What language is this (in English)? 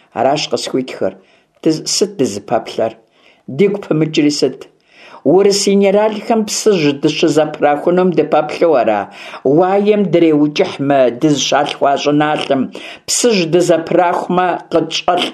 Kabardian